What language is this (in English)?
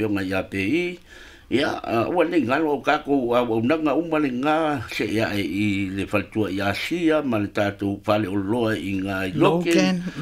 Samoan